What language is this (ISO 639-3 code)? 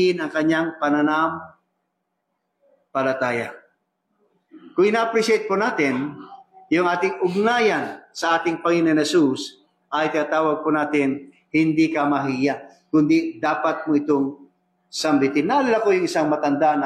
fil